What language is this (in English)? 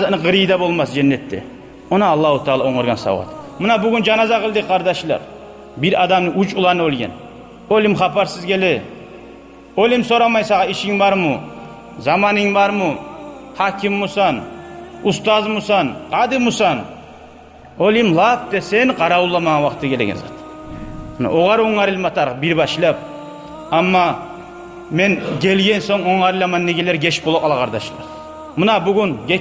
Kumyk